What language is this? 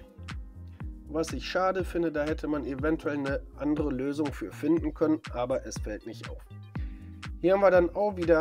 German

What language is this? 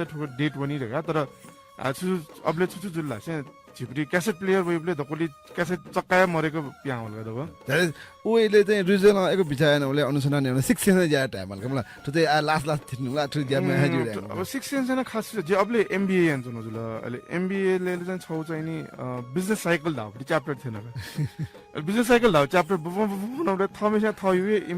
Newari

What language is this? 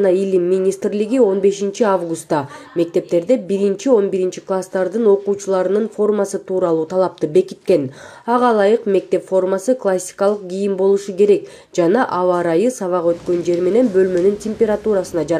Kyrgyz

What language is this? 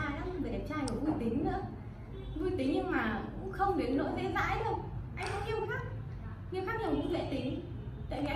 Vietnamese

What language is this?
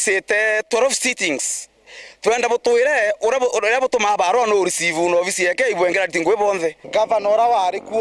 Meru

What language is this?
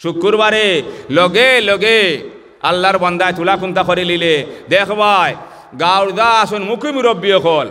Sylheti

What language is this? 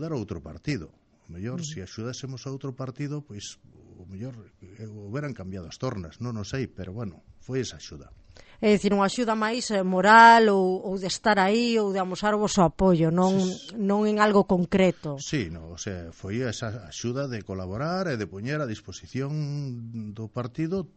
Galician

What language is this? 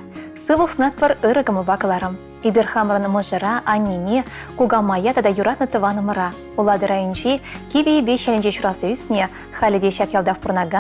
Chuvash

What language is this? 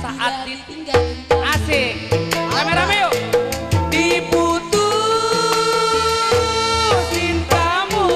Betawi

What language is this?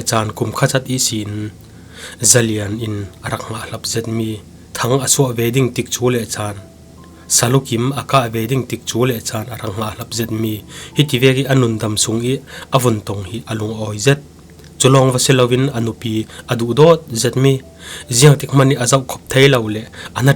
Falam Chin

